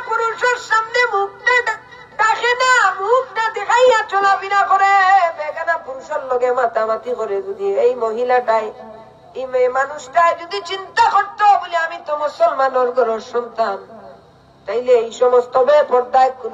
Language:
Sylheti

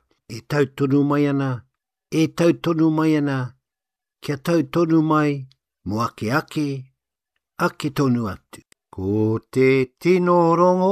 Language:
Māori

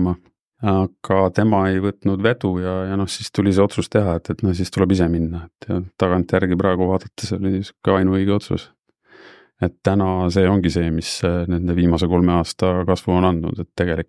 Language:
Estonian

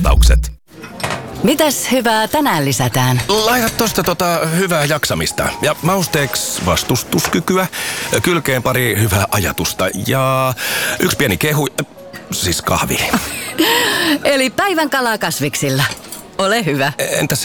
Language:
Finnish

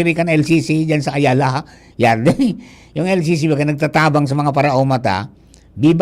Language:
Bikol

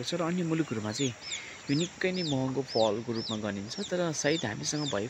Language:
Nepali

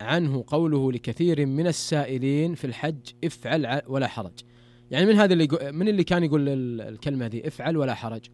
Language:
Najdi Arabic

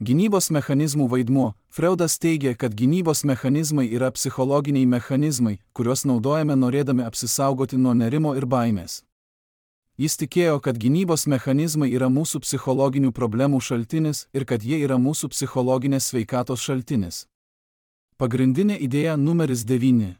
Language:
Lithuanian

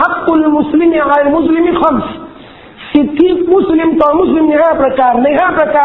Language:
Thai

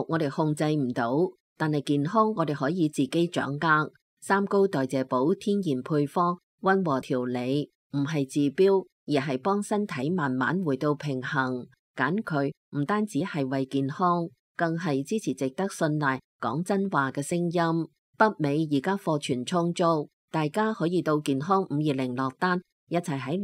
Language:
Cantonese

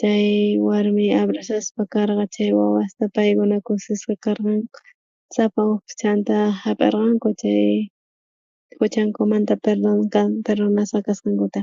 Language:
South Bolivian Quechua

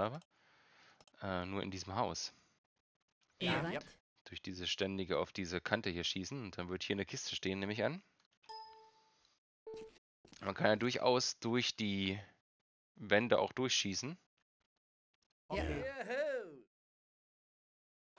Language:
German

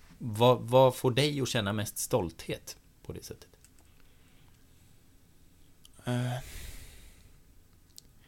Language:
Swedish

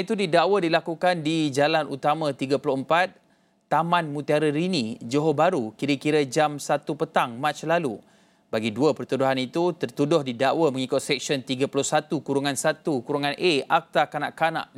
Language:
Malay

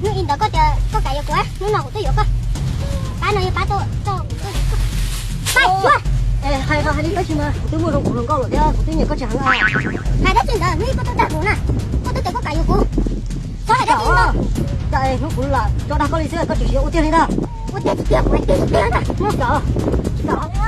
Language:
Hmong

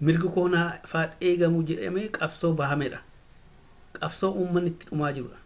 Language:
Oromo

